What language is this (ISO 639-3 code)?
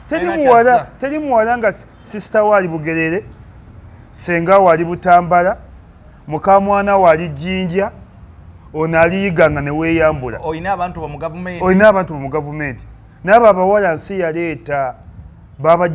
lug